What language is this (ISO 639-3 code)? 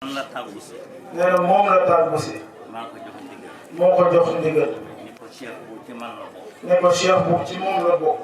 wol